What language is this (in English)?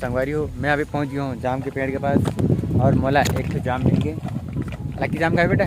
Chhattisgarhi